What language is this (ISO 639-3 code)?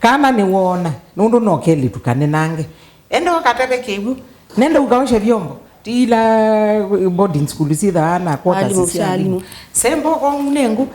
kam